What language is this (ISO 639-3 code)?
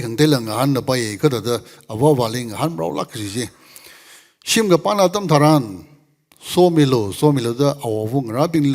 nmf